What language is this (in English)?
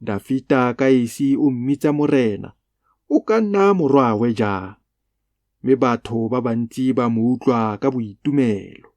Tswana